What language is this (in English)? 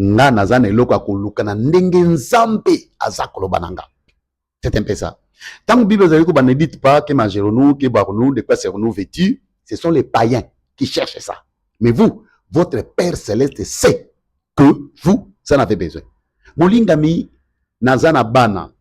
Lingala